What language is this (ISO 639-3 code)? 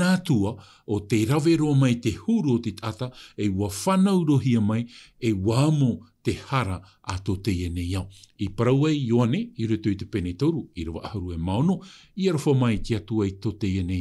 tah